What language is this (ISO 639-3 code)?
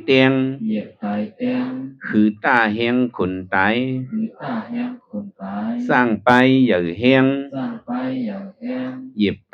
shn